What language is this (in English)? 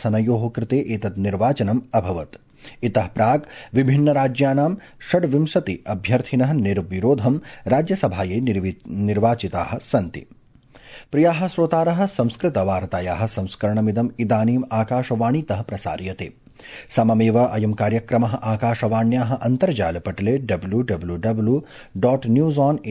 Sanskrit